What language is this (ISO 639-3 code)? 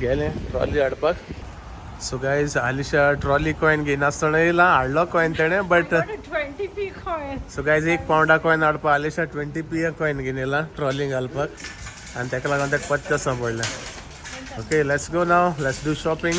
kok